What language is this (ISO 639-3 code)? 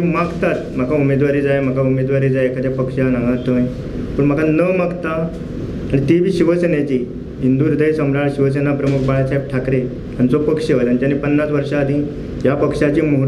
kok